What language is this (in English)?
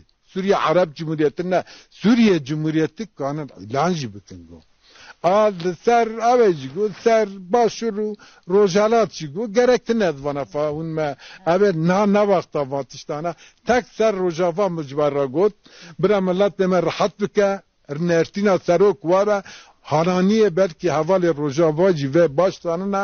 Kurdish